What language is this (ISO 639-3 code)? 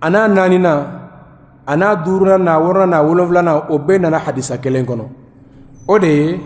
bam